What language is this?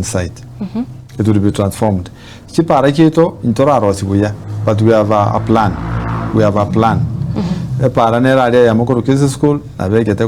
Gusii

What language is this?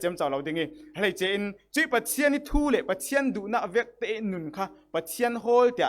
Falam Chin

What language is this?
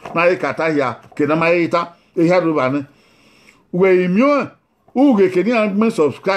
Bini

